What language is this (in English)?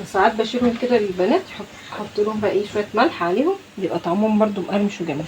Egyptian Arabic